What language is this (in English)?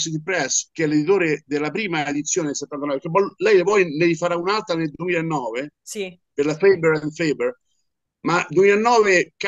Italian